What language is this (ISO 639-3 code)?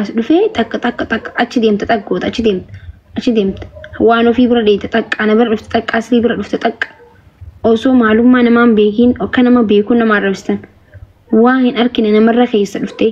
orm